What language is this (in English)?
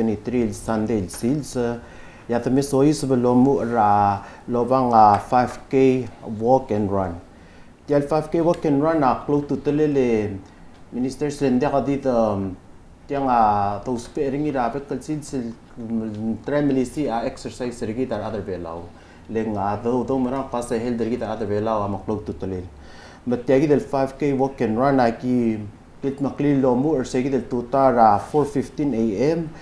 Palauan